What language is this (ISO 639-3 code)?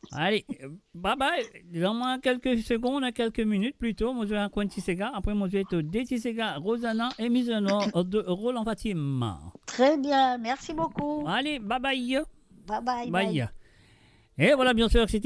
mfe